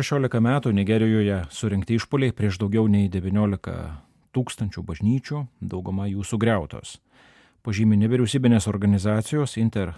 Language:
Lithuanian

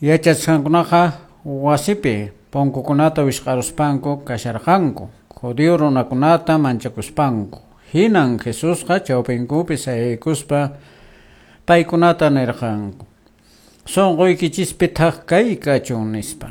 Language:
Quechua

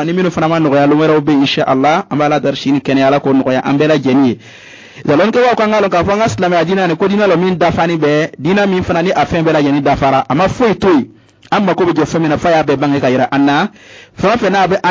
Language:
Bambara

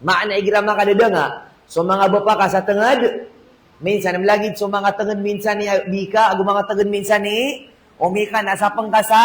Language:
Maranao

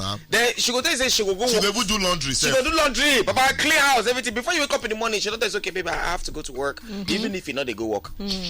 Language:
Nigerian Pidgin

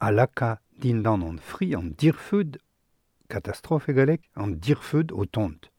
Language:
Breton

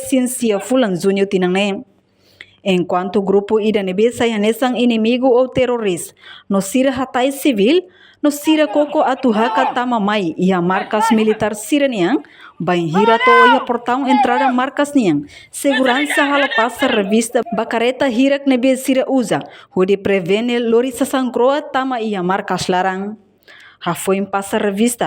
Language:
Tetum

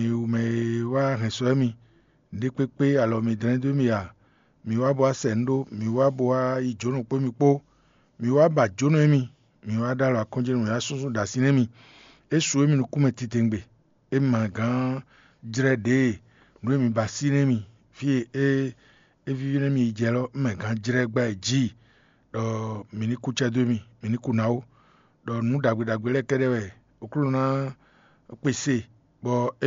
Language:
Fon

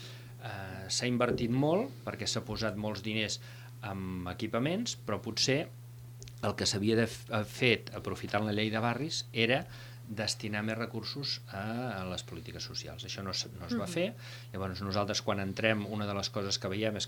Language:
Catalan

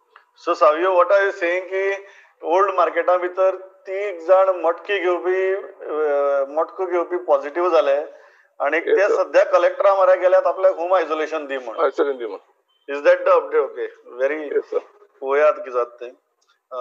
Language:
Konkani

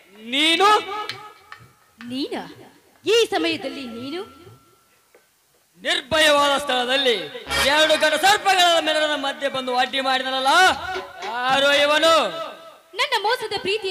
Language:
Kannada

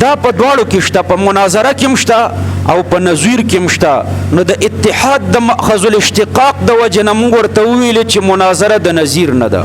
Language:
Pashto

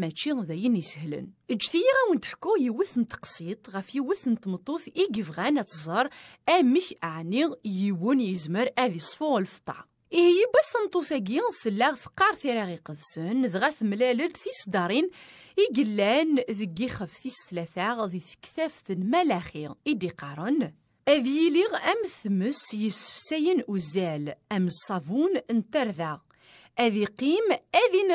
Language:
Kabyle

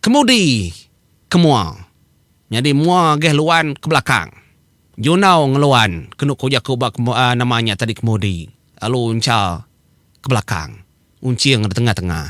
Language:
Iban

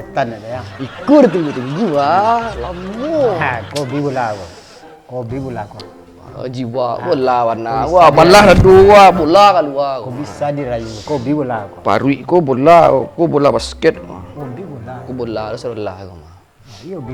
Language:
Minangkabau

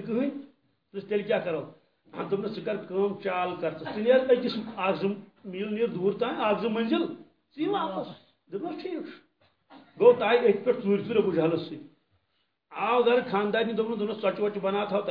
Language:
Kashmiri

